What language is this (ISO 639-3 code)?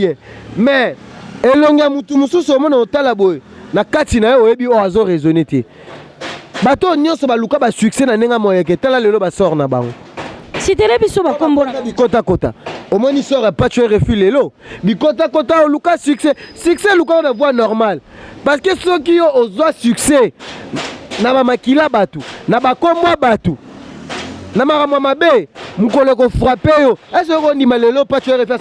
lin